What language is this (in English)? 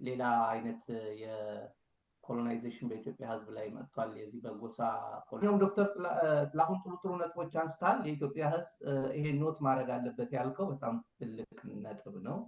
Amharic